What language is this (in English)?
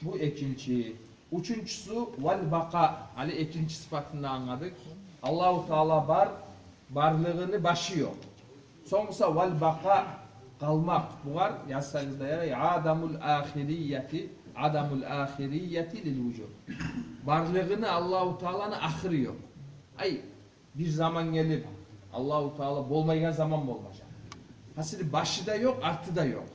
Kumyk